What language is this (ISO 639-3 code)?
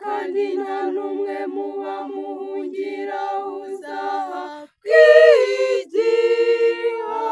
kin